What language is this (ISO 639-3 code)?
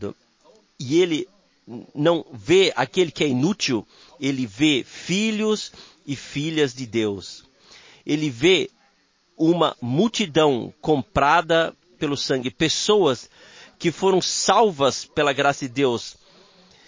por